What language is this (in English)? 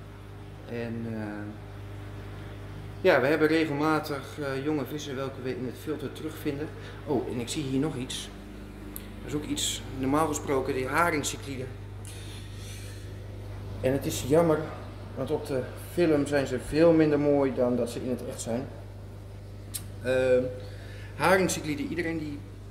Dutch